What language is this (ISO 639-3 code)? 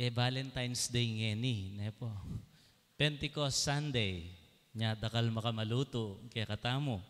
pam